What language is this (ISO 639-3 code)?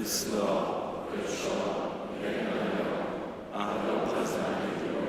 hsb